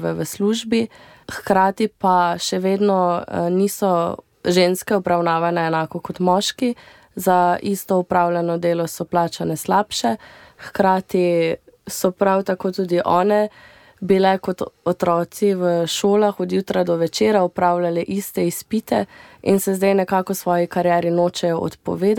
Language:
Slovenian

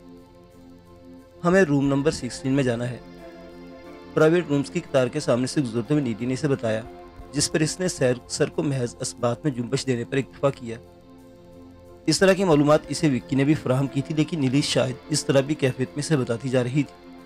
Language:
Urdu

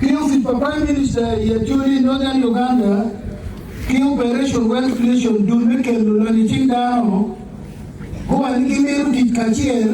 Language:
Acoli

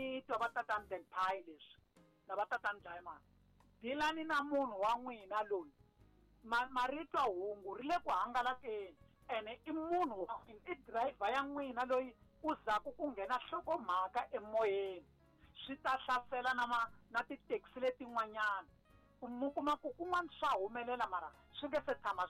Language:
Tsonga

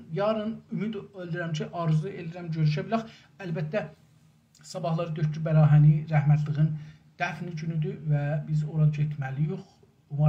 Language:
South Azerbaijani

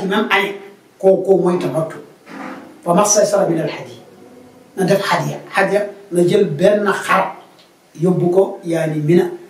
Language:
Wolof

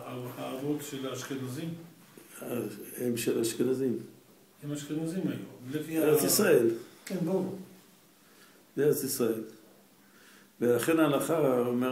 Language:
Hebrew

